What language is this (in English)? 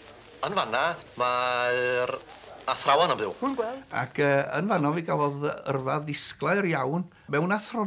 Welsh